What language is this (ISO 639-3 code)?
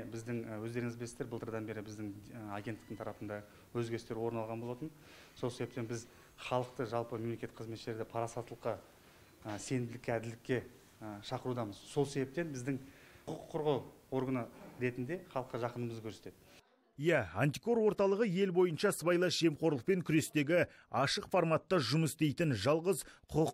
kaz